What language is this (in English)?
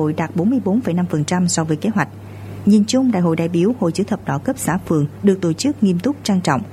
Vietnamese